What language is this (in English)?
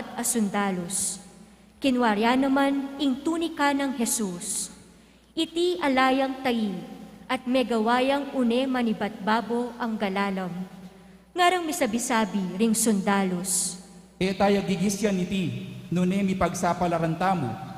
Pampanga